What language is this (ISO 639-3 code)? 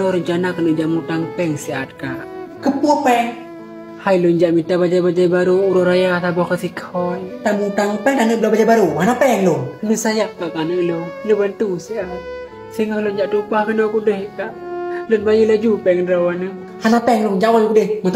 ace